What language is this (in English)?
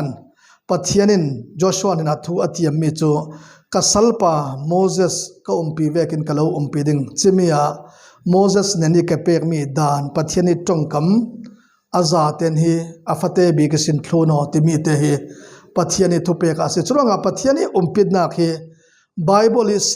Falam Chin